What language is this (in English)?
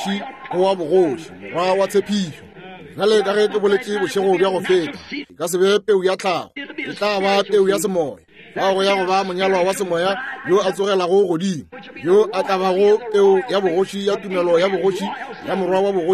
Northern Sotho